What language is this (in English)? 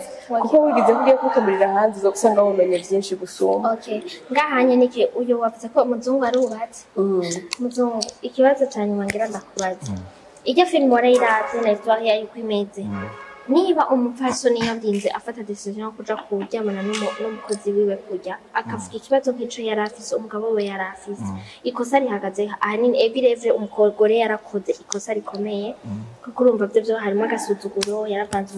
Rundi